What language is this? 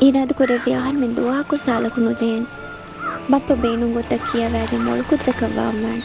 Divehi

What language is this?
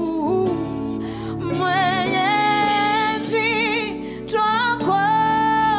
Swahili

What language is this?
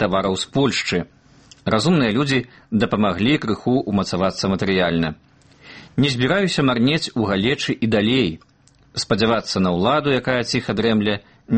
Belarusian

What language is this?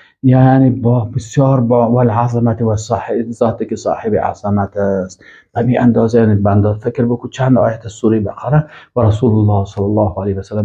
Persian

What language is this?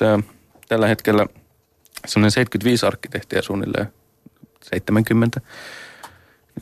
Finnish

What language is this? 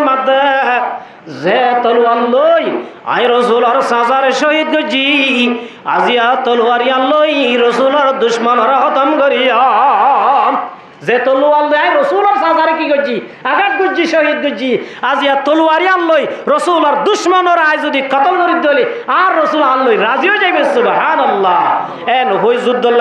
Rohingya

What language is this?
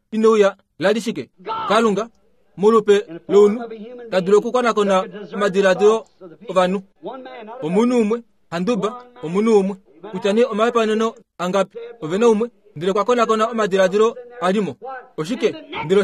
Kuanyama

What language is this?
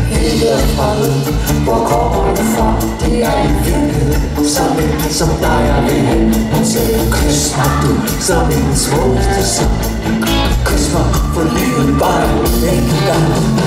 Danish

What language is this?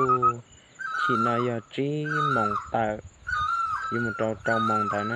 Hmong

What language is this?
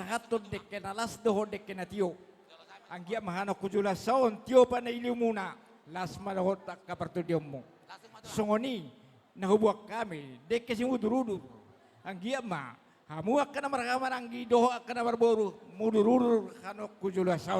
Batak Toba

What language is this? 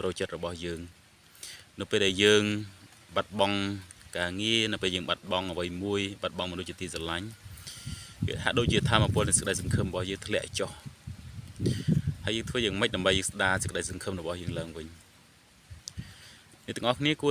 Khmer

